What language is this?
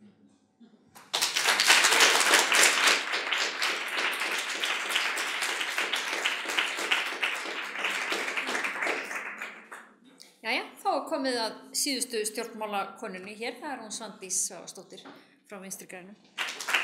Icelandic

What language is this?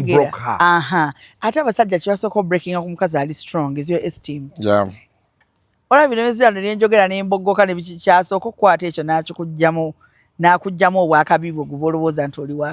Ganda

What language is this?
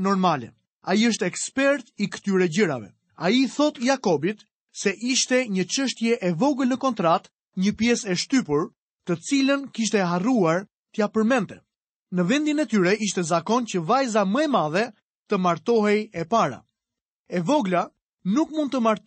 Albanian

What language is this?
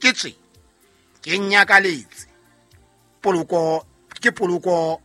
Southern Sotho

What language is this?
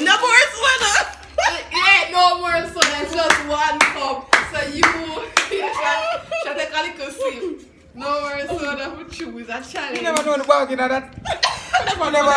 Jamaican Creole English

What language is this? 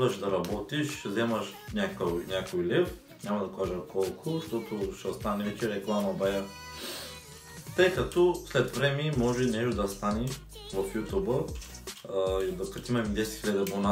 Bulgarian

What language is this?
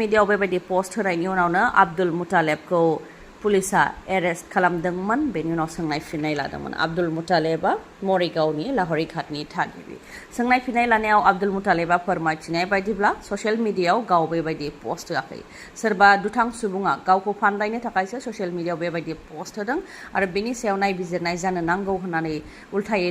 Bodo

